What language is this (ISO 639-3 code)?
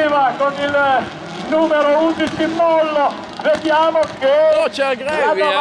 ita